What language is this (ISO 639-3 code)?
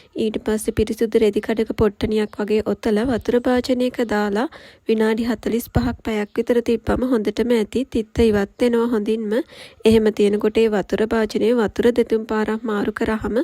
sin